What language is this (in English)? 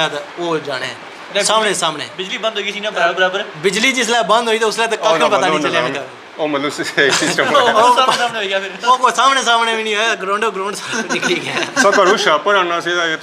Pahari-Potwari